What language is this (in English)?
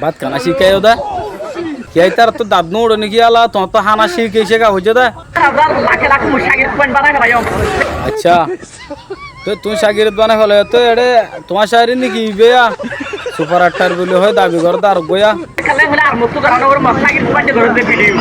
Rohingya